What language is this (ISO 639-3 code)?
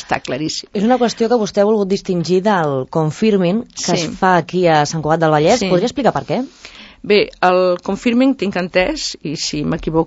cat